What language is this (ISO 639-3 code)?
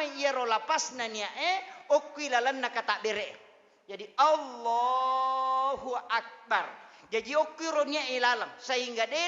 bug